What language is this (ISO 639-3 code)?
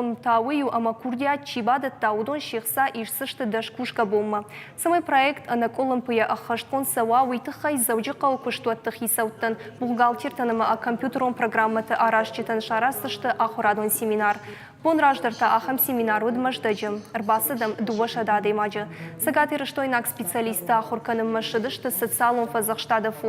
oss